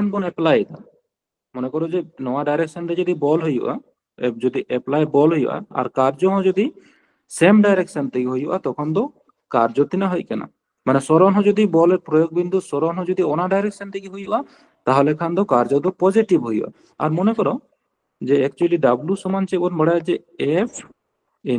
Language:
Santali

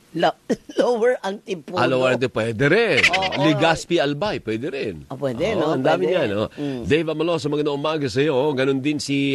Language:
Filipino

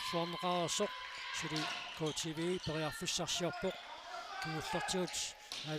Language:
Kalaallisut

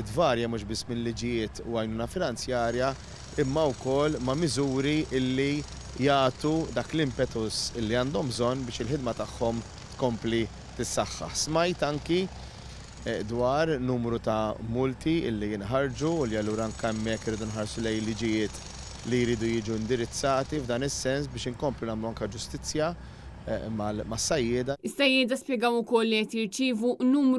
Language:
Maltese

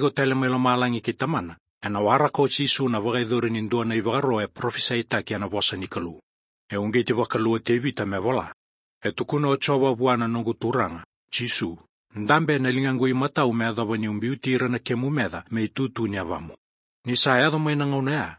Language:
Fijian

